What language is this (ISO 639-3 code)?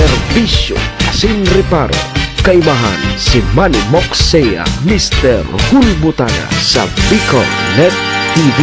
bik